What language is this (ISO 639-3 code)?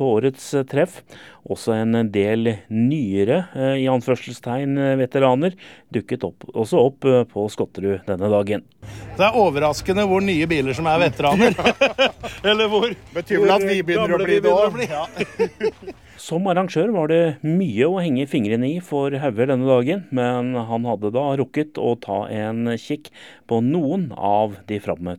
nor